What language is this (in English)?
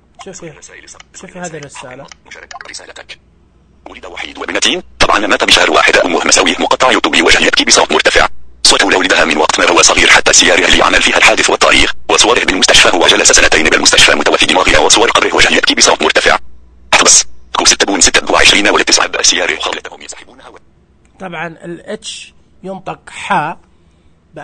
Najdi Arabic